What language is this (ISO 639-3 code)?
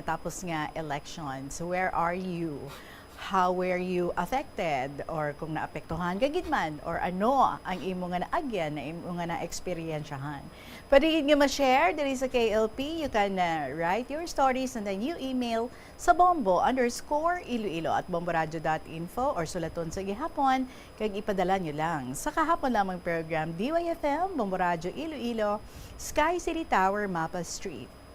hil